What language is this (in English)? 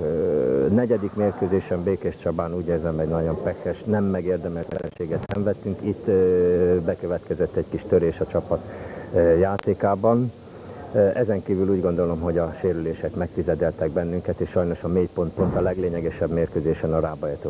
Hungarian